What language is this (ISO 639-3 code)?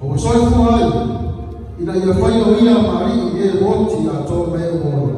smo